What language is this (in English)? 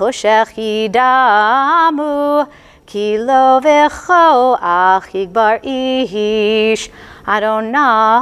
Hebrew